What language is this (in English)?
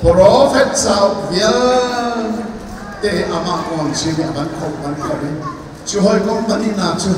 Hakha Chin